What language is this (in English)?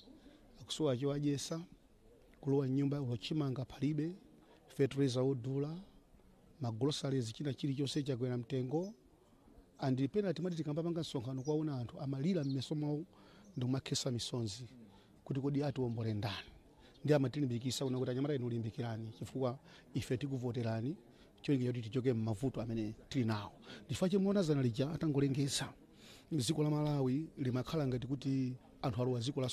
Nyanja